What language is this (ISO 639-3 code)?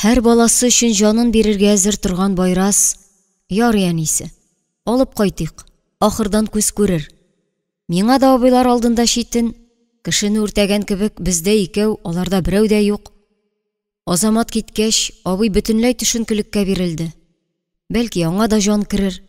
tat